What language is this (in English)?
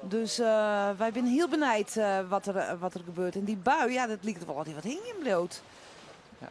Western Frisian